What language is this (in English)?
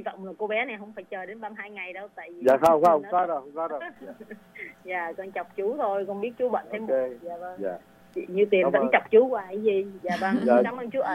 Vietnamese